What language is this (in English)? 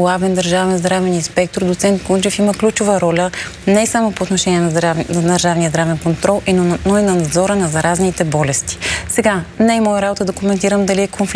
Bulgarian